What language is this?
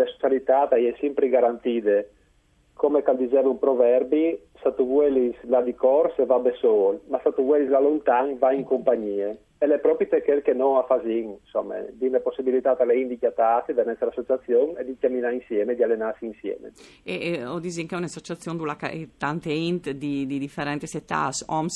Friulian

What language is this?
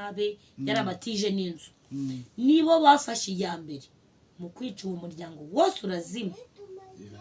Kinyarwanda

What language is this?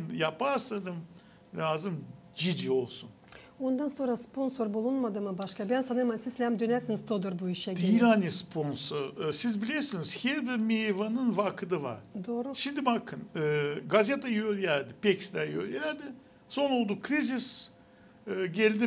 Gagauz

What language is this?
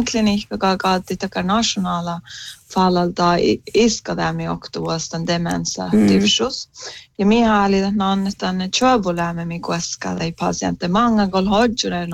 Northern Sami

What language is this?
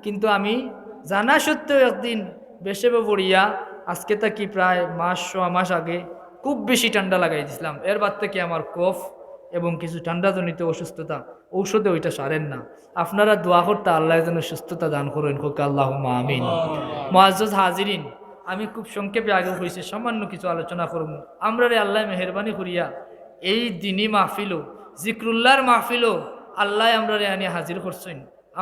Sylheti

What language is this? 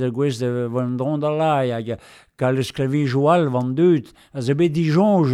Breton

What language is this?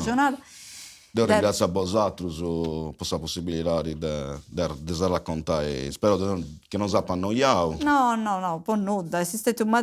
Sardinian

